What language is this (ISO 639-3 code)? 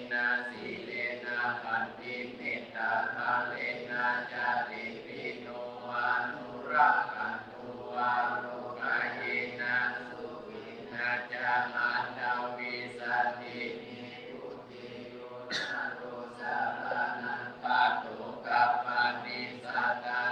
pli